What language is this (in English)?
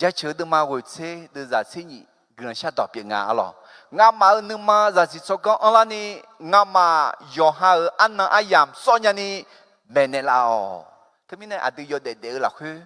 Akha